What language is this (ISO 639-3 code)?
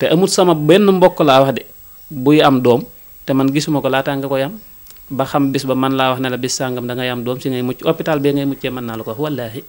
wol